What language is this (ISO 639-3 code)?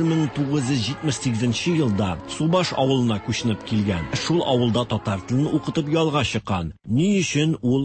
tat